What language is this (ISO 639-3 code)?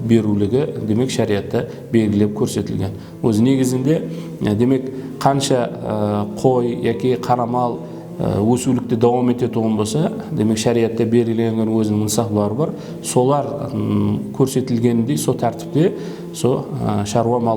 kaa